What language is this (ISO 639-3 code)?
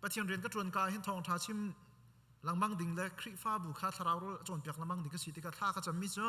cnh